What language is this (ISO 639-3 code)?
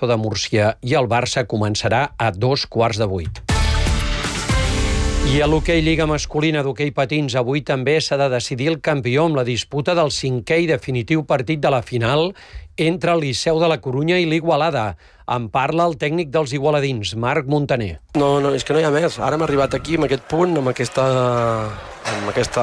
cat